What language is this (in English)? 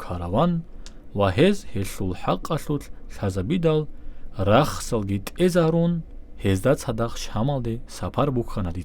Avaric